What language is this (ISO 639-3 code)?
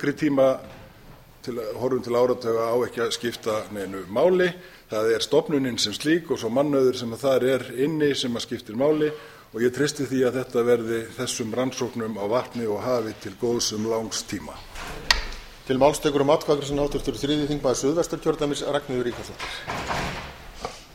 isl